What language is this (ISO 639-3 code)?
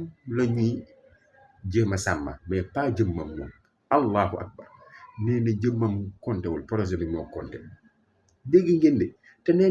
wol